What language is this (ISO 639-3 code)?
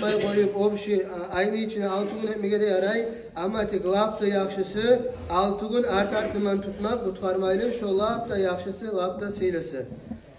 kum